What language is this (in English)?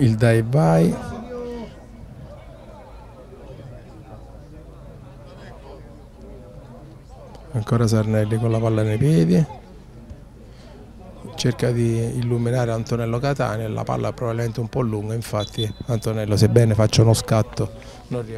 Italian